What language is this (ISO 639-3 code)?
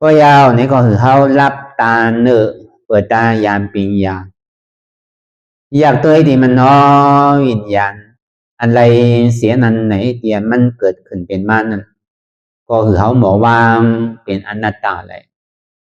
shn